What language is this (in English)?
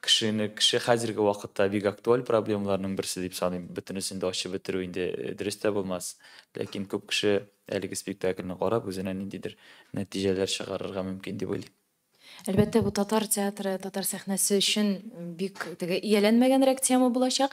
Tatar